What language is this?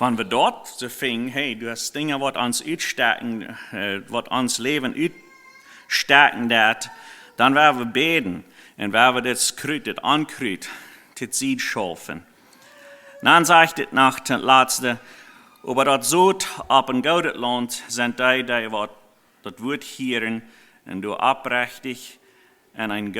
Plautdietsch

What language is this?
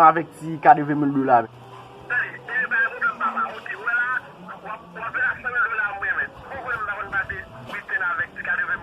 Haitian Creole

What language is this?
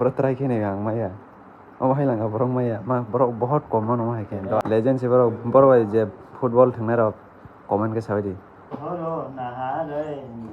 Kok Borok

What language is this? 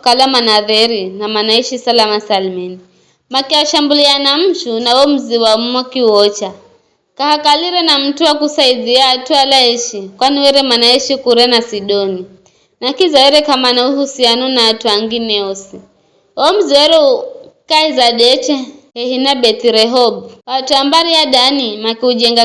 Giryama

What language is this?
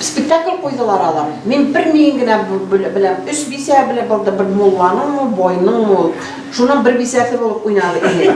Bashkir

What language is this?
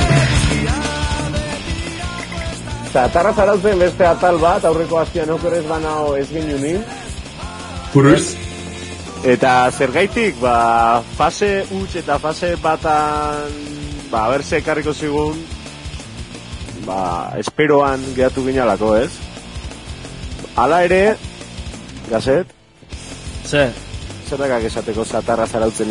Basque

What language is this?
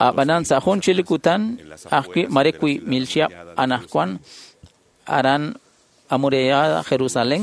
Kekchí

